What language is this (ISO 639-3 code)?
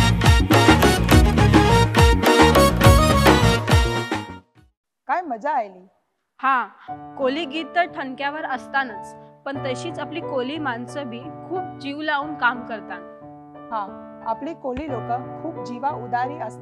mar